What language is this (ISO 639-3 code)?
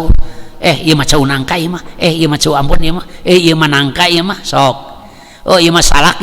sun